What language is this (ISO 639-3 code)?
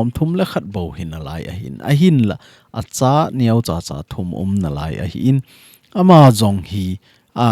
tcz